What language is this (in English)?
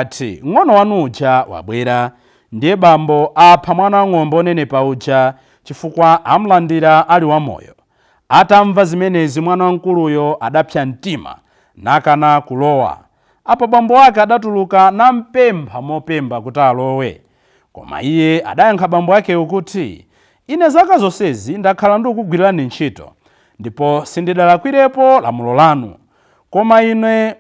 Nyanja